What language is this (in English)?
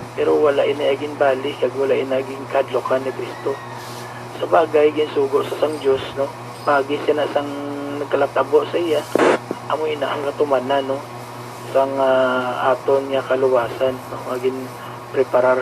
Hiligaynon